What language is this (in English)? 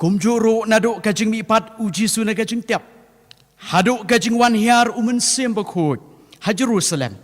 Khasi